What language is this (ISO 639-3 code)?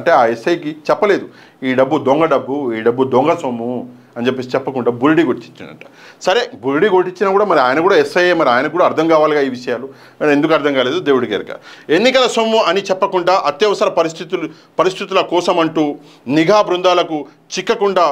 tel